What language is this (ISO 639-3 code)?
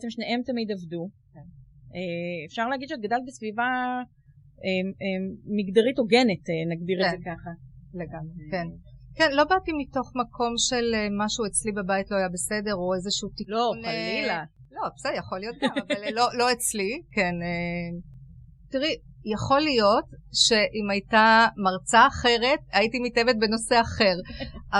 heb